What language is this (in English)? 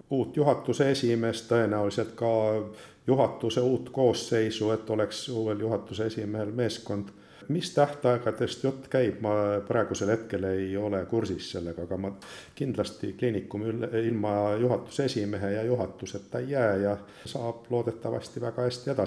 Estonian